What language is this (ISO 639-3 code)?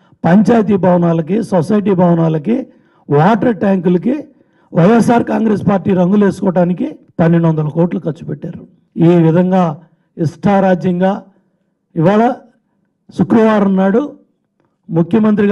tel